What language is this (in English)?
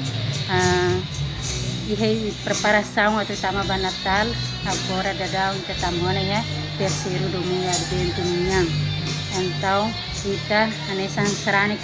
Tetum